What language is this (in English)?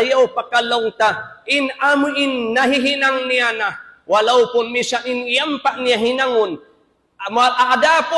Tausug